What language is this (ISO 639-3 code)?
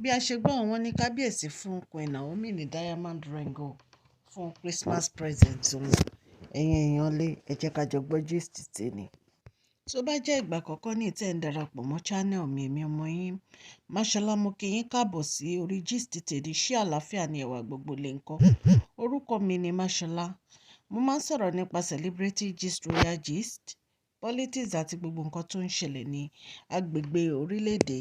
yor